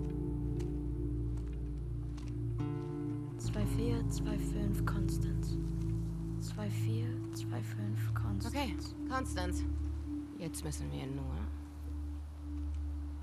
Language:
German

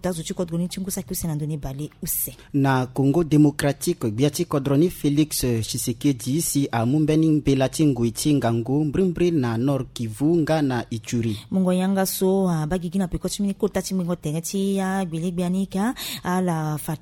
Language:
Sango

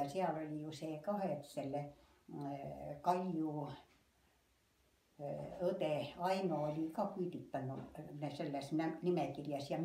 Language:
Estonian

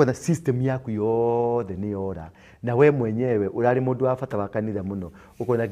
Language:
Kikuyu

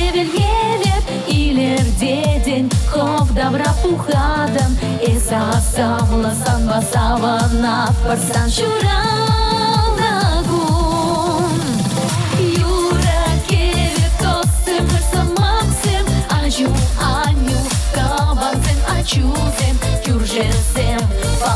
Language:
Chuvash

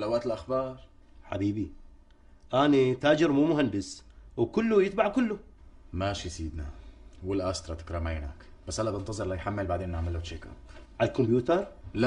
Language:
North Levantine Arabic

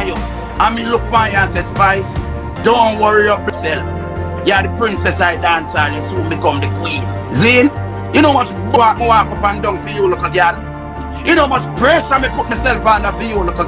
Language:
Jamaican Creole English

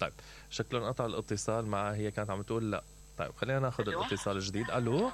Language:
Mesopotamian Arabic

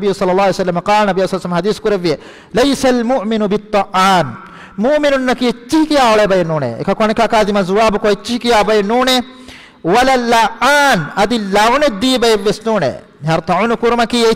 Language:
Divehi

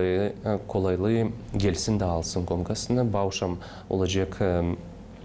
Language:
Gagauz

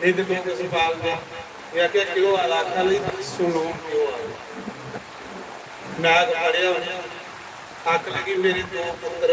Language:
Dogri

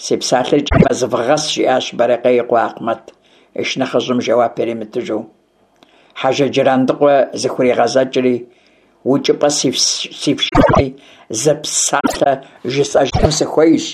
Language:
Kabardian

